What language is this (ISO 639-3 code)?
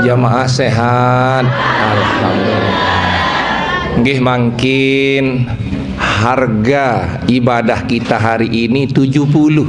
sas